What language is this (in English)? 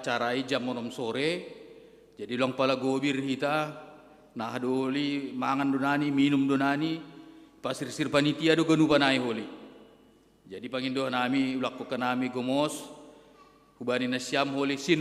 Batak Simalungun